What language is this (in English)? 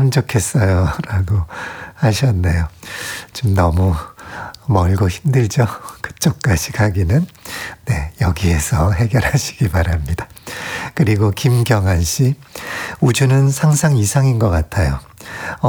Korean